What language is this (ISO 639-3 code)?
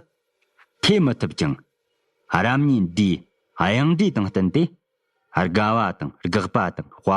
bod